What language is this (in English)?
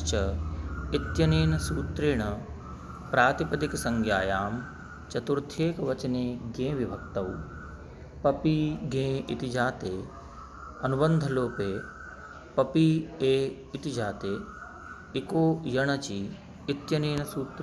Sanskrit